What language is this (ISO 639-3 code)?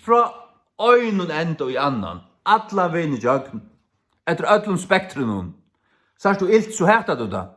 fao